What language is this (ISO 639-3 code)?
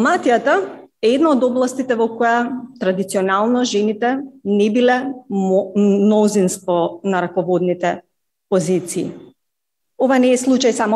mkd